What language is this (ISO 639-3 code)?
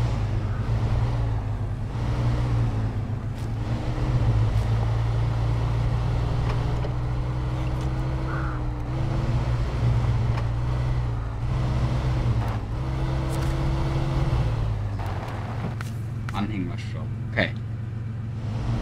deu